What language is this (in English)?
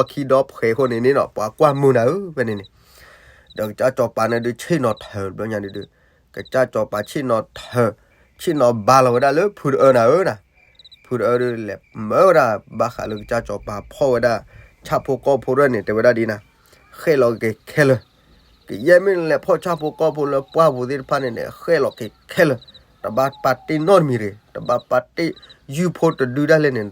S'gaw Karen